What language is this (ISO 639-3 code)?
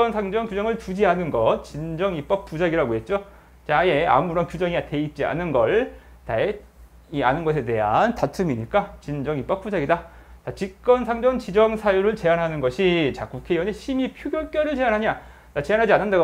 kor